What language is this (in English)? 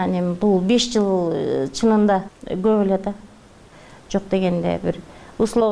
Kyrgyz